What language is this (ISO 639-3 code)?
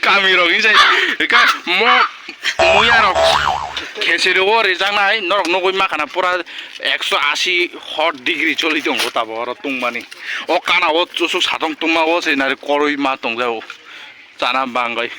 trp